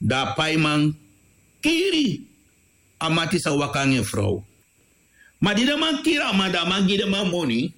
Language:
Sranan Tongo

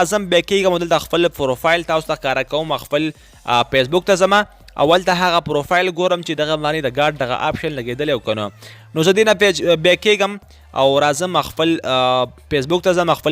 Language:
Pashto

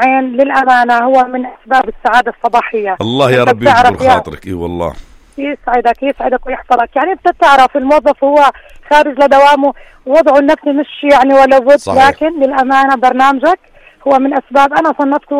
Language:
North Levantine Arabic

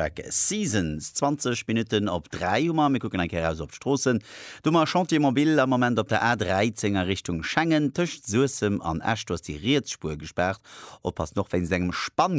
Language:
Luxembourgish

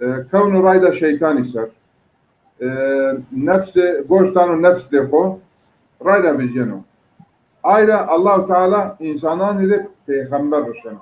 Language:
Zaza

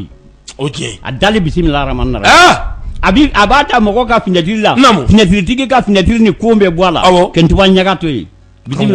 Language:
Bambara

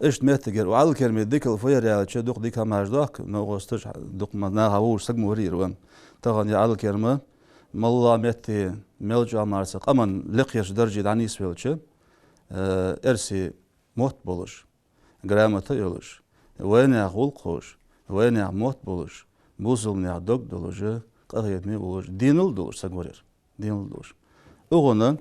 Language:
Ingush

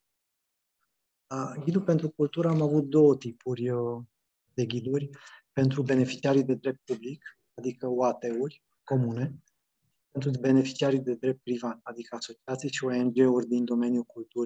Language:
Romanian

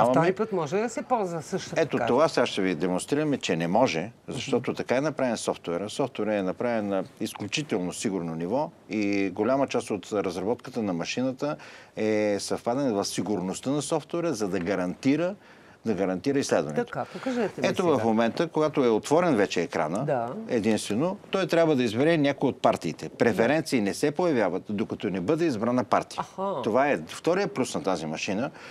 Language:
Bulgarian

